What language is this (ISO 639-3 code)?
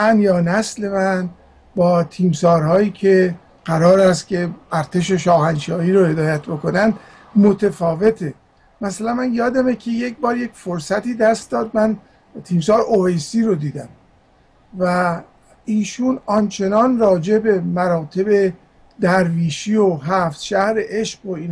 fas